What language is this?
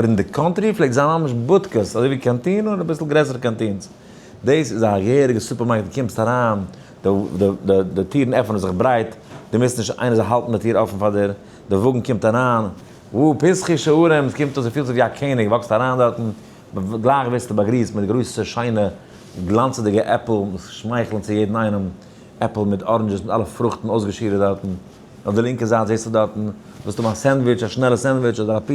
Yiddish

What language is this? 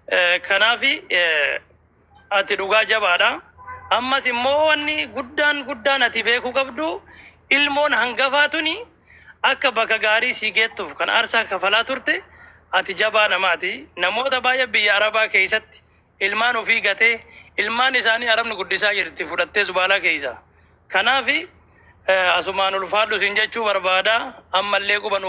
Oromo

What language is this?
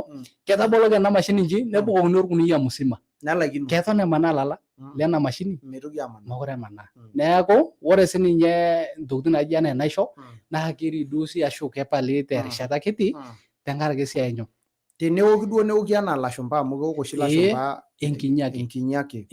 Masai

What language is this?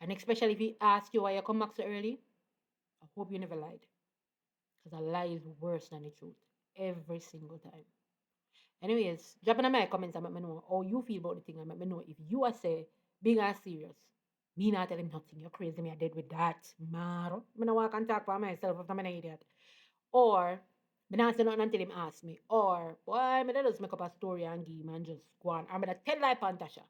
Jamaican Creole English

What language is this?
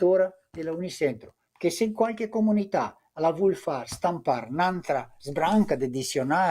Venetian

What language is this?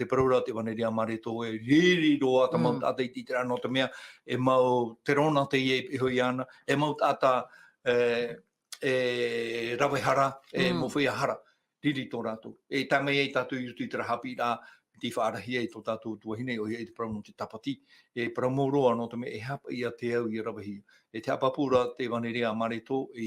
Tahitian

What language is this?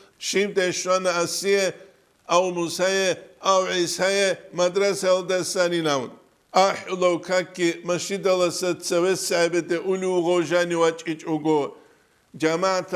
Avaric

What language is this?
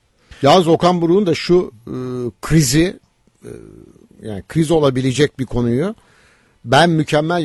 Turkish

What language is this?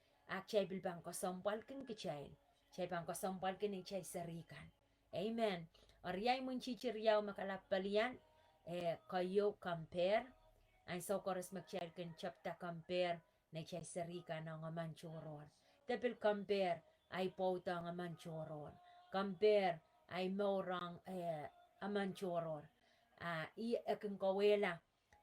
Pohnpeian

